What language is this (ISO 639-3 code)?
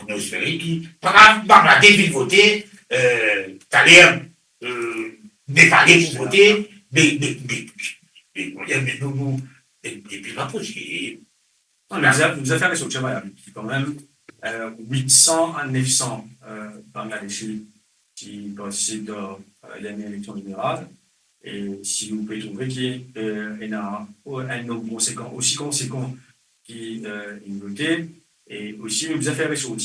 mfe